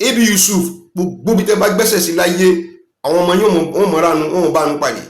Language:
Yoruba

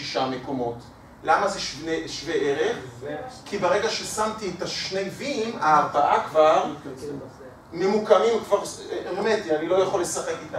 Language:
Hebrew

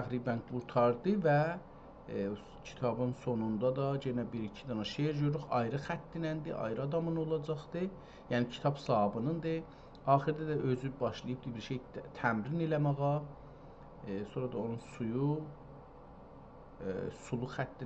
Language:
South Azerbaijani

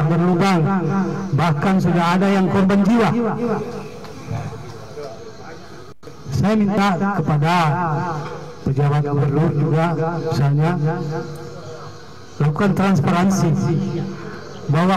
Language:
Indonesian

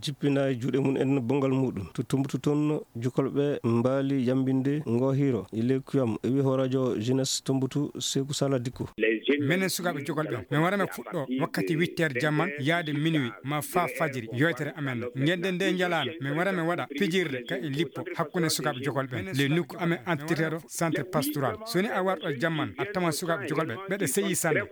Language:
Nigerian Fulfulde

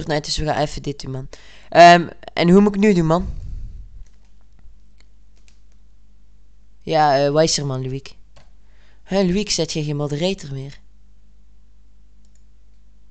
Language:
Dutch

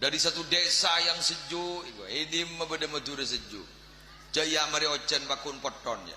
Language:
Madurese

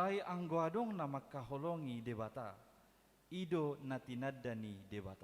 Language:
Batak Toba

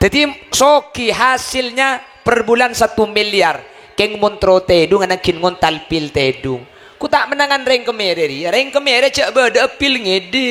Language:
Madurese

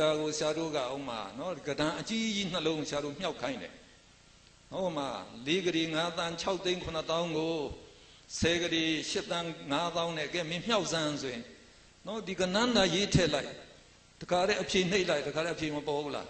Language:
Burmese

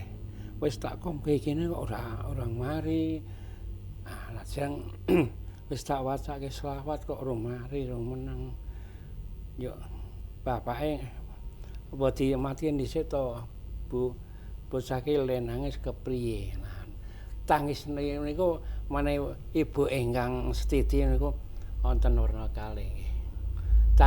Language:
Javanese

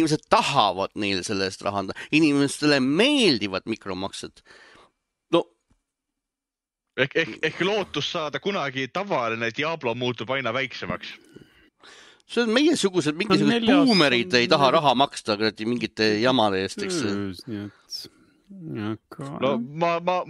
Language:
Estonian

